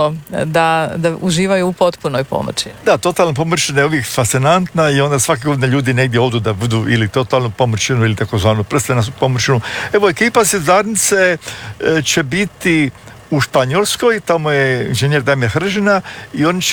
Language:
Croatian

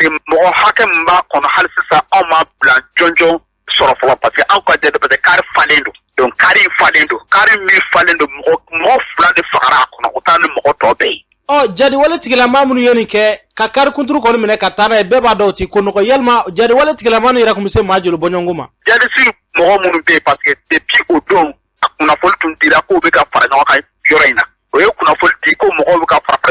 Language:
Bambara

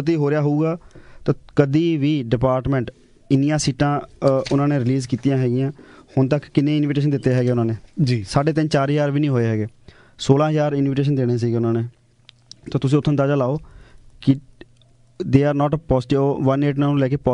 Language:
Punjabi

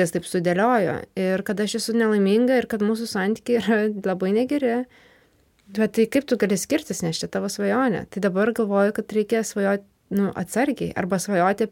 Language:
Lithuanian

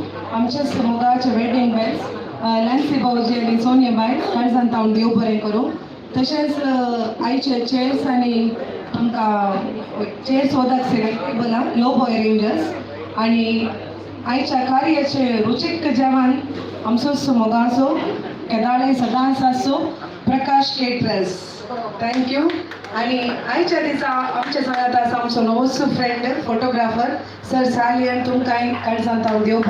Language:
Konkani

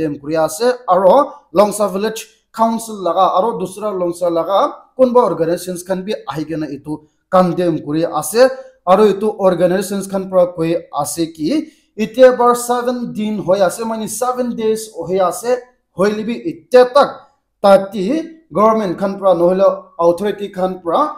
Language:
Naga Pidgin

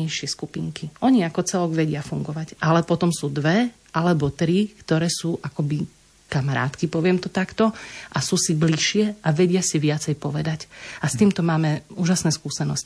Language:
Slovak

